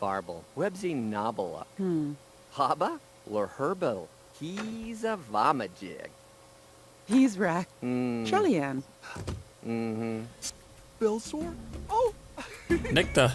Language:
Bavarian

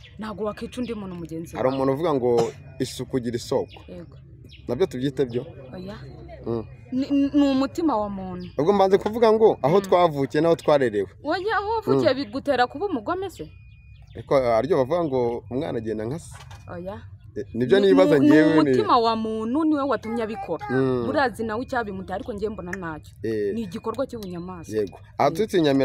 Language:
Kinyarwanda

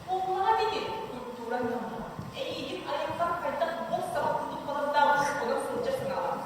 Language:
Yakut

